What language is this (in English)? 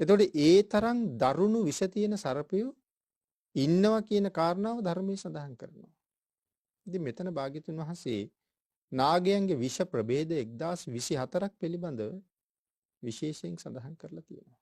Sinhala